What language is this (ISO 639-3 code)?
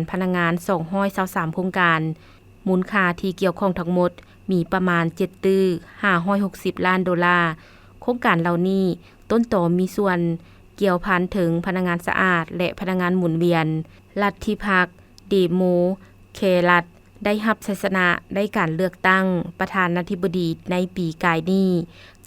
lao